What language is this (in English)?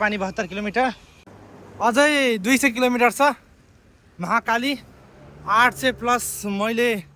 Nepali